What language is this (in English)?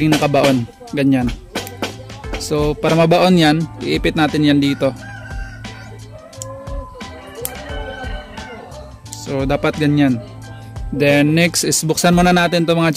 Filipino